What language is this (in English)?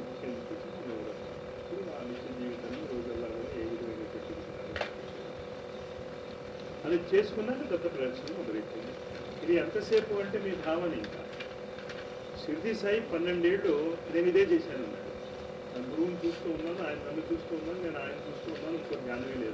Telugu